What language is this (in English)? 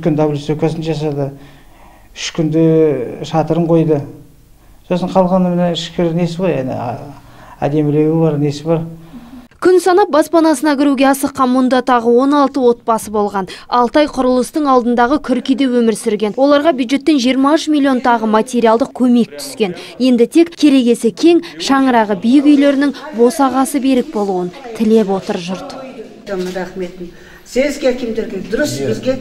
Kazakh